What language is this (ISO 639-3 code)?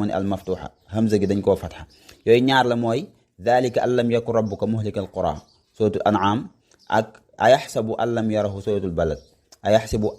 wol